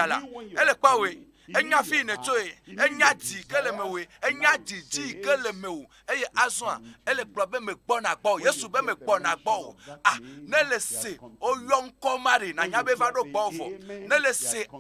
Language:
Ewe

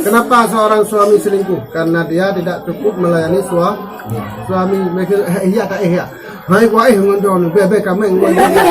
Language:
Achinese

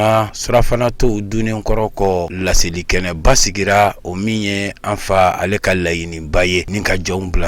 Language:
Bambara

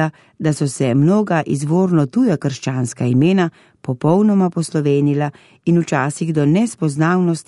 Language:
Slovenian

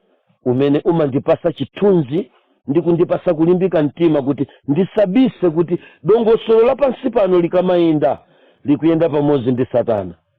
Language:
Nyanja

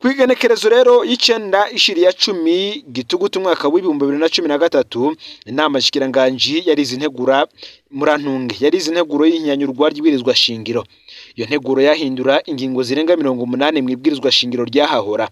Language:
Rundi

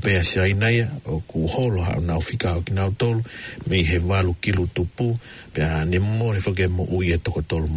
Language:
Tongan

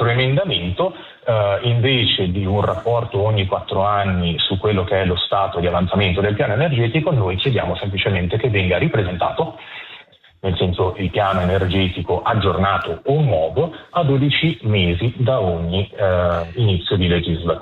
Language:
Italian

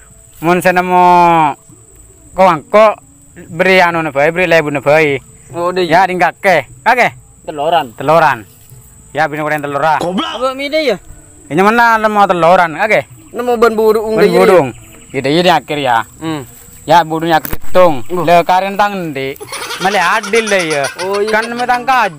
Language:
Madurese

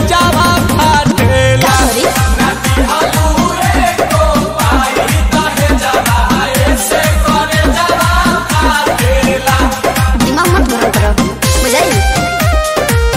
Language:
Bhojpuri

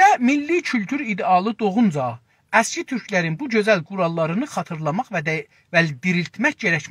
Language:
South Azerbaijani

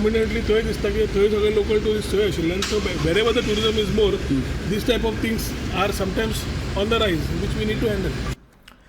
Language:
Konkani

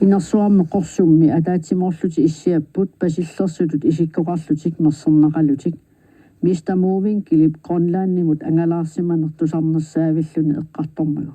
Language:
Kalaallisut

